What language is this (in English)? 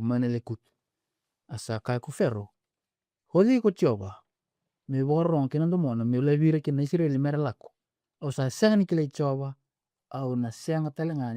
Fijian